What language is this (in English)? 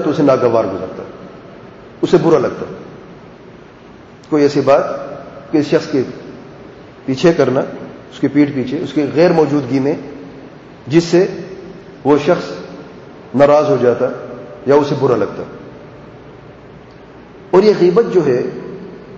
Urdu